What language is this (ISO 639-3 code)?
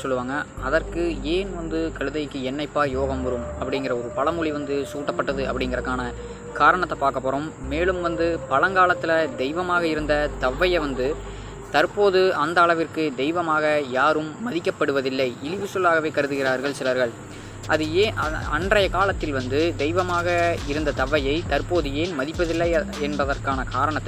tam